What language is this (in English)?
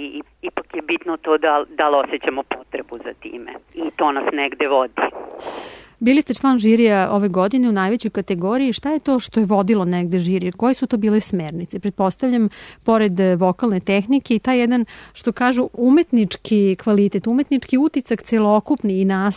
Serbian